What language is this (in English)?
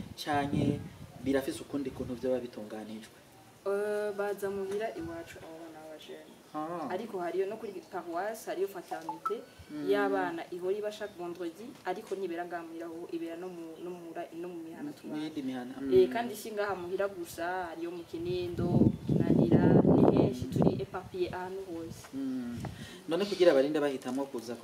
Rundi